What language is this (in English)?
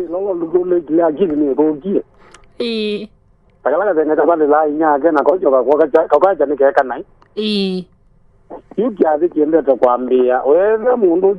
Kamba